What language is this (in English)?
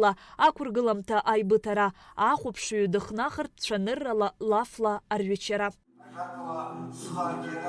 Abkhazian